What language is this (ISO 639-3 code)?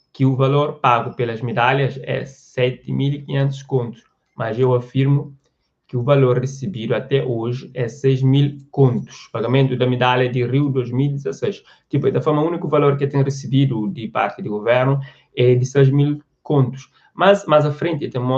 kea